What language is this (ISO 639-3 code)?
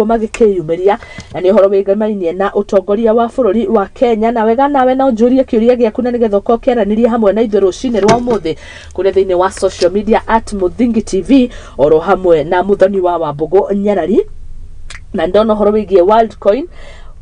kik